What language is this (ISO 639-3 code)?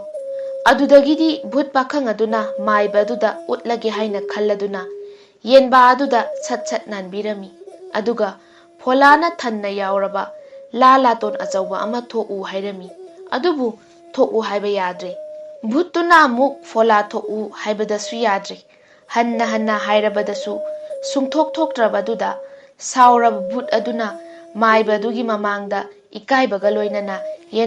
mni